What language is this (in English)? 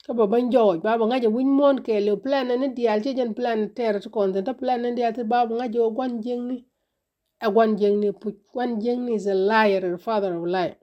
Nuer